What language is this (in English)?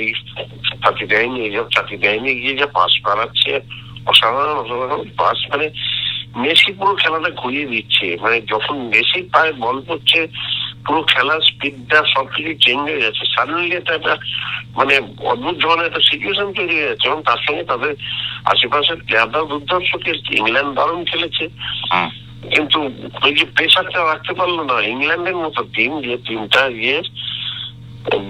Bangla